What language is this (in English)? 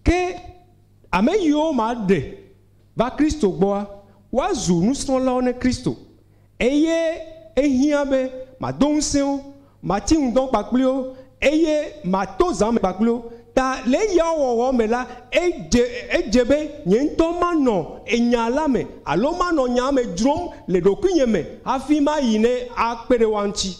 Ewe